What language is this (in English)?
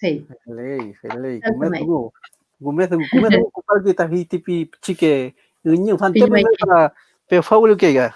Mapuche